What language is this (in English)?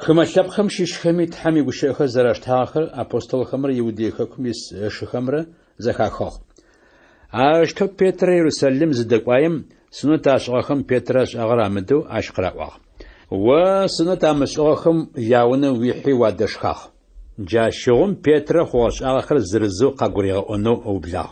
Adyghe